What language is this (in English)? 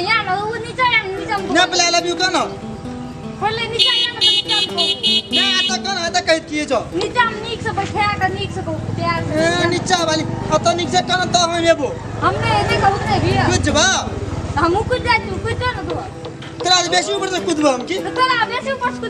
Maithili